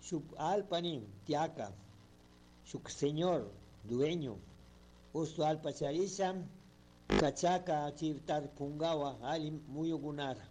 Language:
Chimborazo Highland Quichua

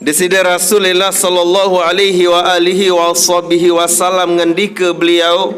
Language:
Sasak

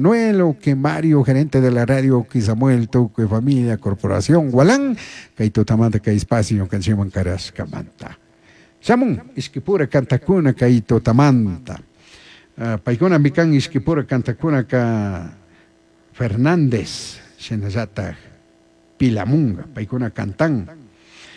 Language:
Chimborazo Highland Quichua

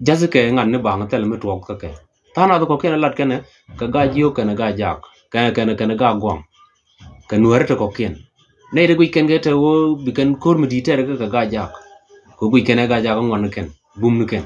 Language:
Nuer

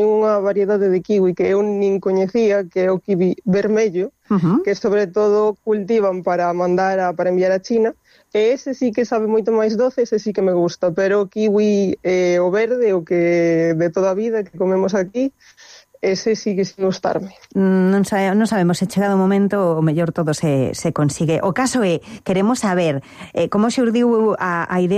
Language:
Galician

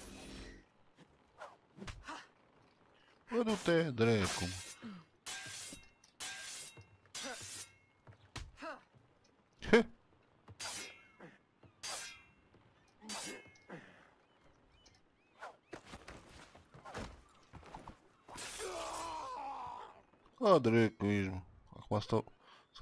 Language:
Romanian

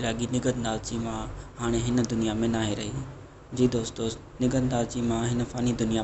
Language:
Sindhi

